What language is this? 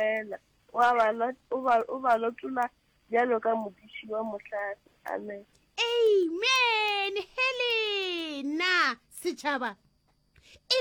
Northern Sotho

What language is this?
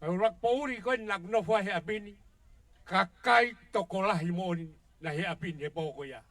Tongan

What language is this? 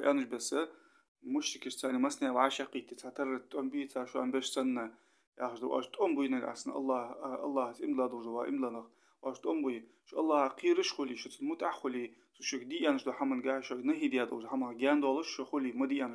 Ingush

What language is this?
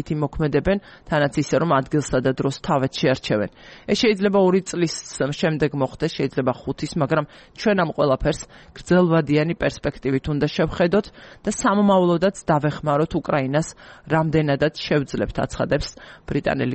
Georgian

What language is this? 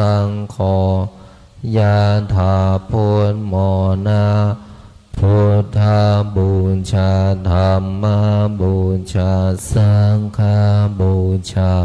Pali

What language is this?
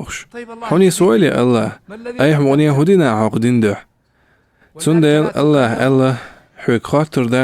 Chechen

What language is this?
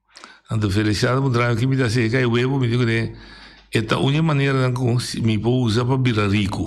Papiamento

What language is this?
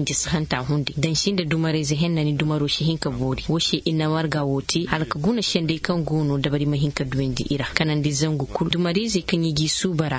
Zarma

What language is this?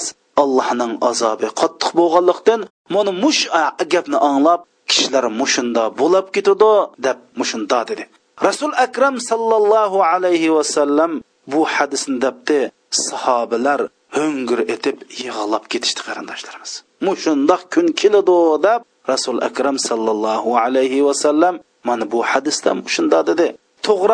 Uyghur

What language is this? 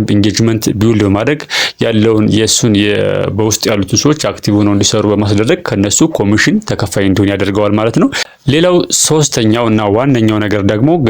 Amharic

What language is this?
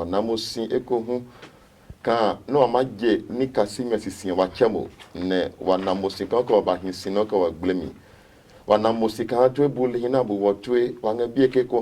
Adangme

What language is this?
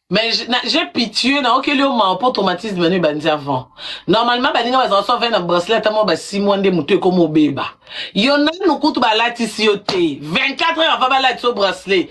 Lingala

